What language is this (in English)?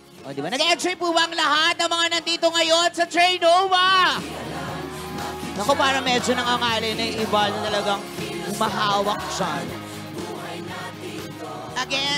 Filipino